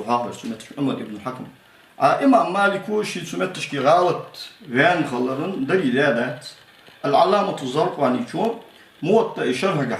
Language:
Ingush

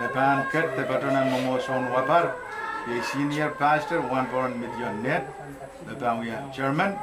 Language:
Pohnpeian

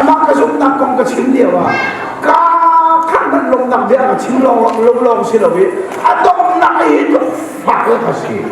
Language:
Hakha Chin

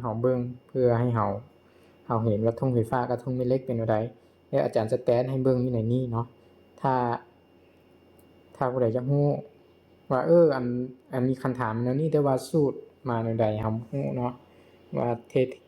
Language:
Lao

